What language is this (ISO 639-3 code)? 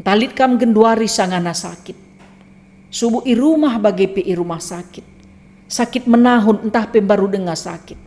btx